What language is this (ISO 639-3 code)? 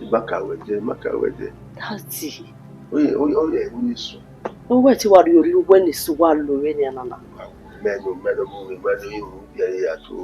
bin